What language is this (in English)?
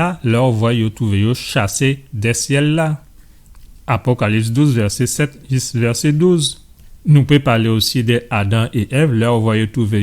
Guadeloupean Creole French